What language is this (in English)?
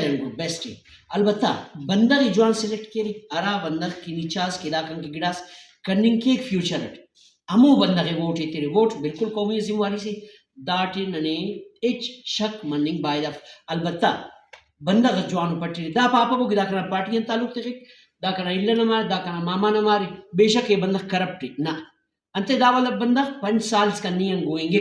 Brahui